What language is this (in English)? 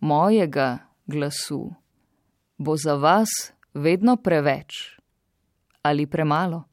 Slovenian